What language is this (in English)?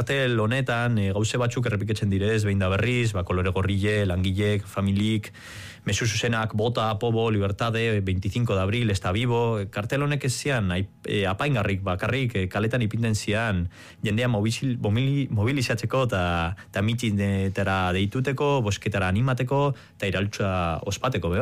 Basque